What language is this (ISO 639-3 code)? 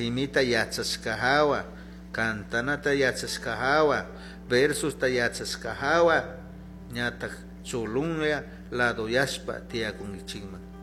qug